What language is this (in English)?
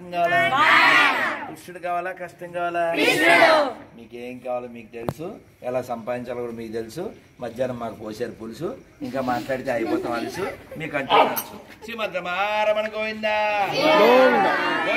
Telugu